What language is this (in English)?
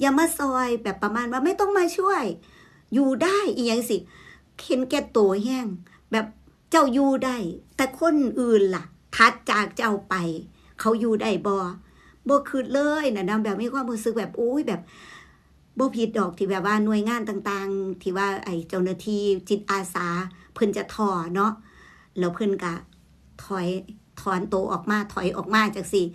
Northeastern Thai